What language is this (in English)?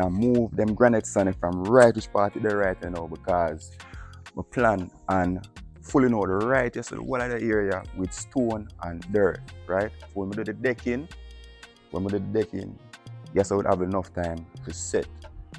Jamaican Creole English